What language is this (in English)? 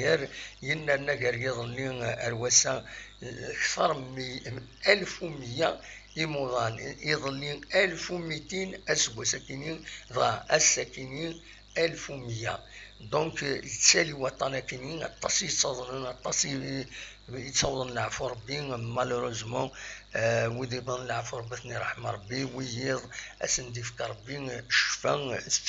Kabyle